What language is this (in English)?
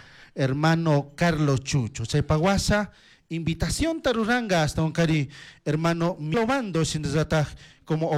Chimborazo Highland Quichua